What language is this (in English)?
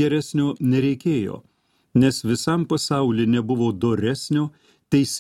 Lithuanian